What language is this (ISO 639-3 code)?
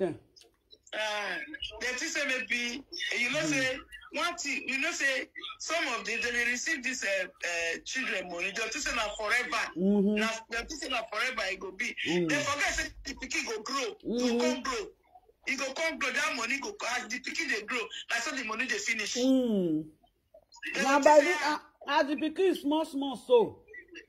pcm